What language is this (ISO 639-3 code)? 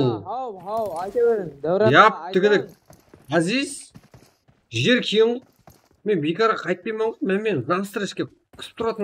kaa